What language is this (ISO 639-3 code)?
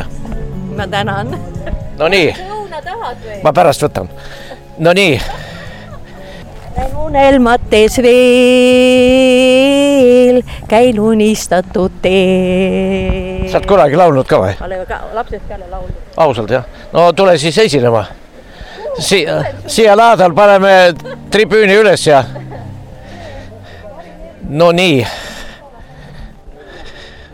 est